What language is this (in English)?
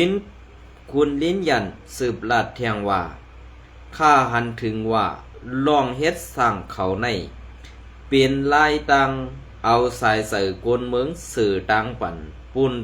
Shan